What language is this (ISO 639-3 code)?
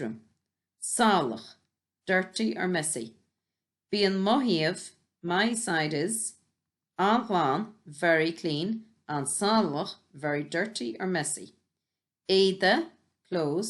gle